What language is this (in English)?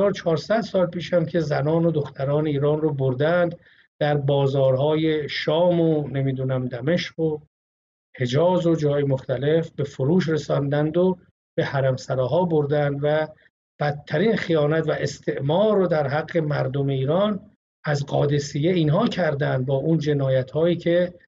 Persian